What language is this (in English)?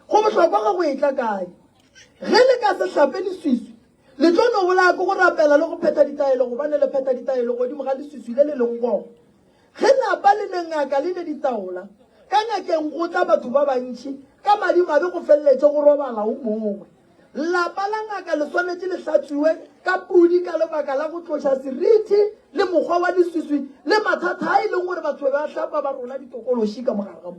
Northern Sotho